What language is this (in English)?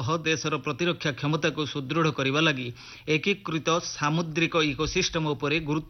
Odia